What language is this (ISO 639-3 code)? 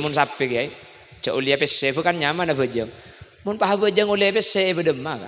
mad